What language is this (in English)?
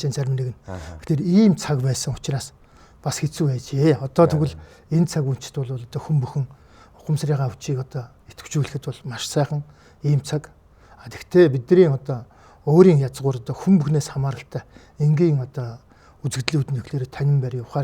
Mongolian